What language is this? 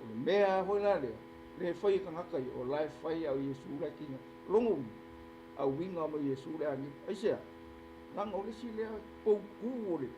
Samoan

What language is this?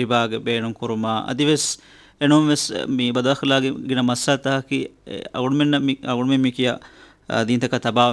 Divehi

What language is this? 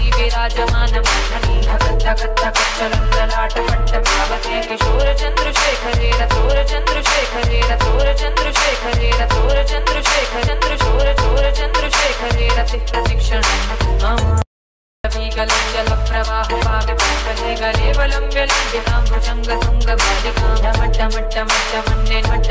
Sanskrit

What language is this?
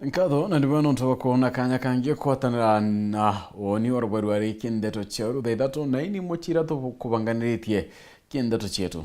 Meru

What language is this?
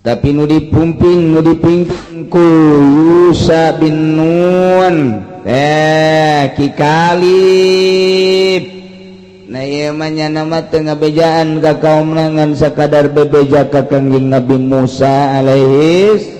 Sundanese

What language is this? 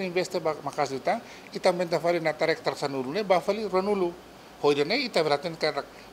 Tetum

